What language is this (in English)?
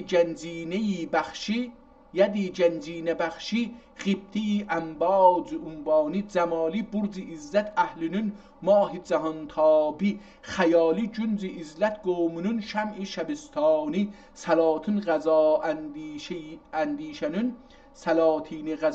South Azerbaijani